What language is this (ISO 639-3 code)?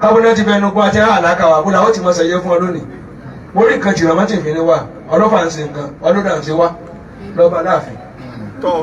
yor